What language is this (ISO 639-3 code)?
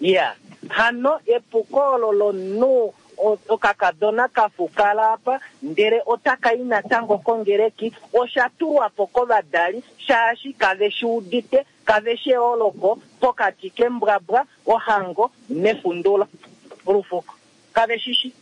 kua